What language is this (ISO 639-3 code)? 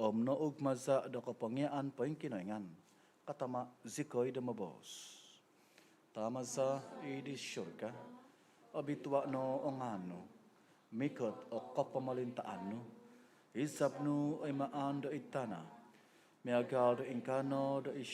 dtp